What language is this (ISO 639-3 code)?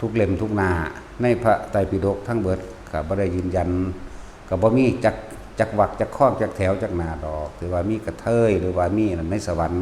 lao